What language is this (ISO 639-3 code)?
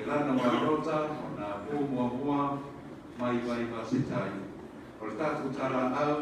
smo